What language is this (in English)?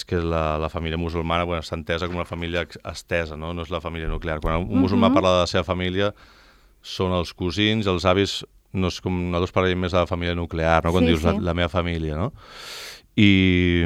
Catalan